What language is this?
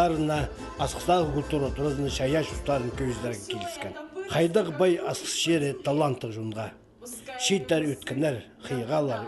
Khakas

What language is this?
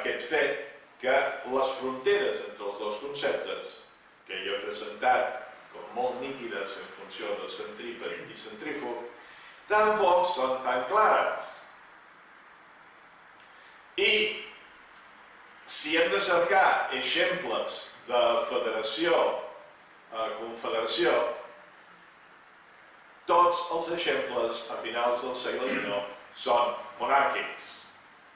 Catalan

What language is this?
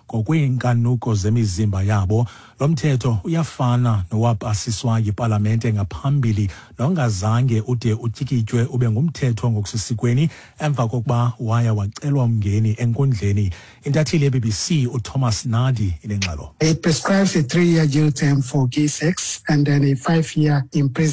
Xhosa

